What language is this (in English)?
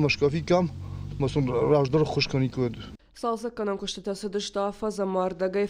Ossetic